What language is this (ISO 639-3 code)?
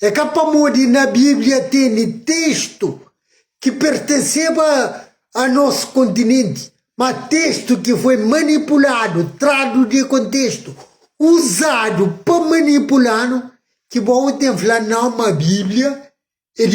kea